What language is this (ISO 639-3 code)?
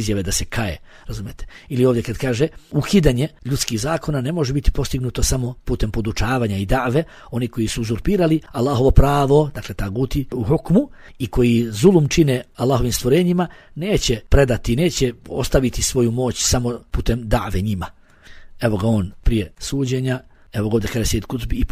bos